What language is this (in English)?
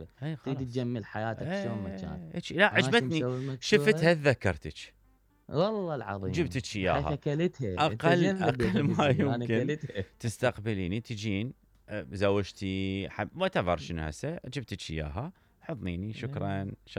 Mesopotamian Arabic